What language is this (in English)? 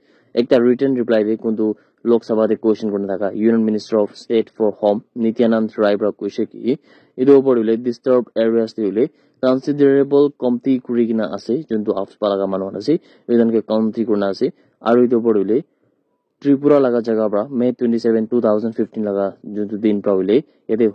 Naga Pidgin